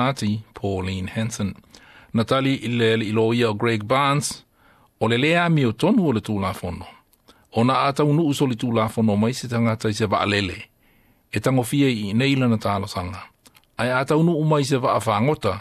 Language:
Samoan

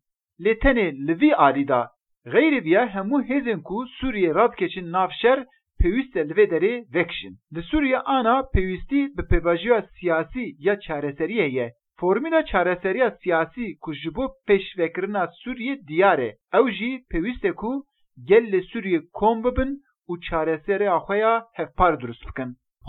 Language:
Kurdish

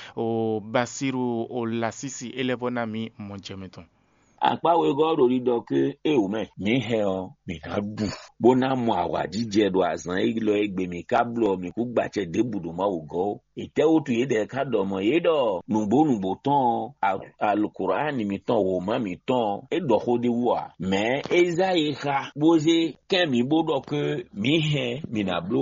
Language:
Fon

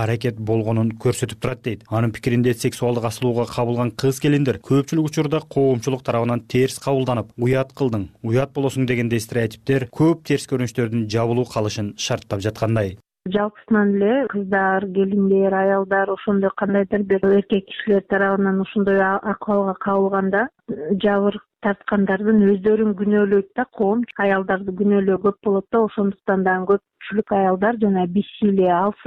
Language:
Kyrgyz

